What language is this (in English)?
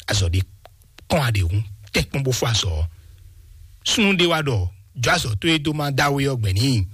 Fon